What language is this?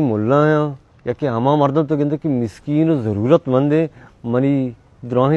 Baluchi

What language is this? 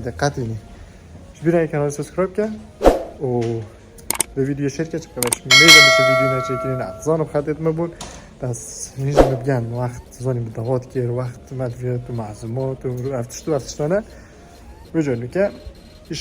Kurdish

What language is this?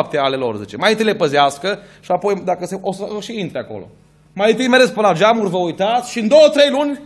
Romanian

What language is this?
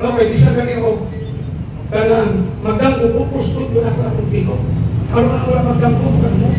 Cebuano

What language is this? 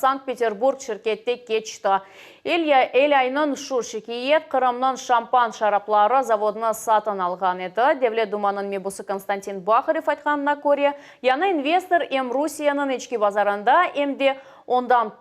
Crimean Tatar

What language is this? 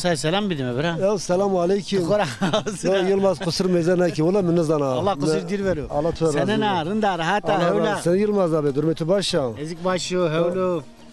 Zaza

